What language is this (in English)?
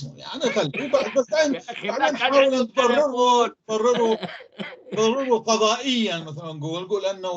North Levantine Arabic